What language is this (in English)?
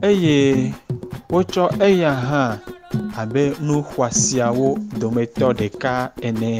Ewe